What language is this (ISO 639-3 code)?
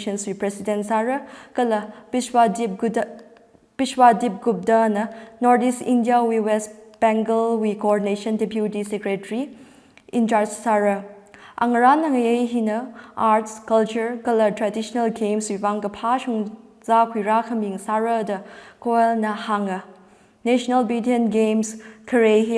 nmf